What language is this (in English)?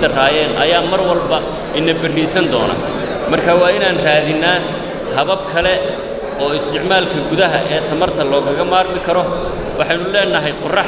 Somali